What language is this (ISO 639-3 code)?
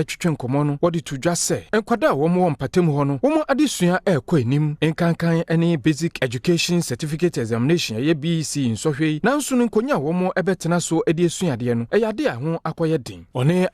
aka